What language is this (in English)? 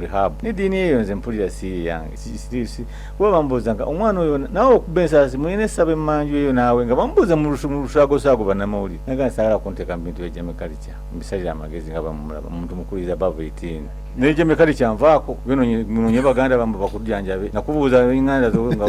Ganda